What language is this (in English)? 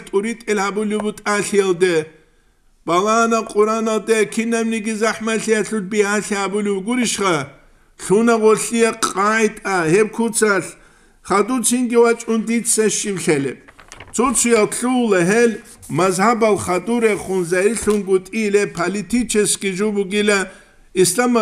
Avaric